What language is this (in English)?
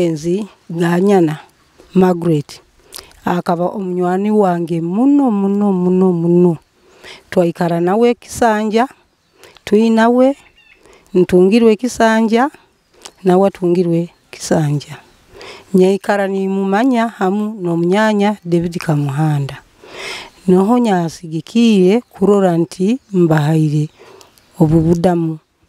Nyoro